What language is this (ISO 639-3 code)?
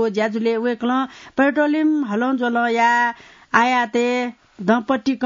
new